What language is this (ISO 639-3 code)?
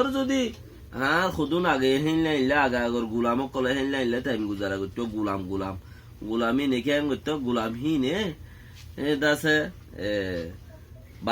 rhg